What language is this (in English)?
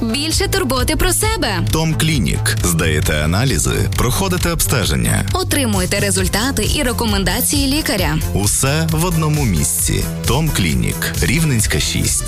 Ukrainian